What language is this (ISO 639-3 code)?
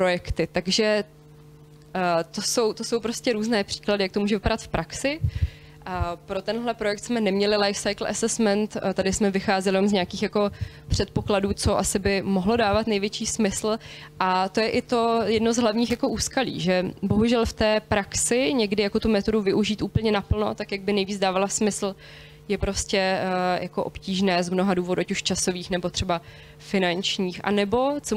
ces